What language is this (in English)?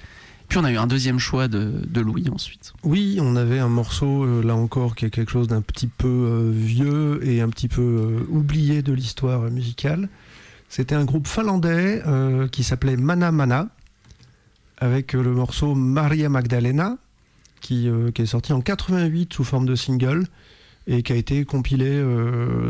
French